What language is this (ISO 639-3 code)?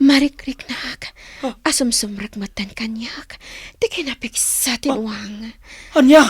ilo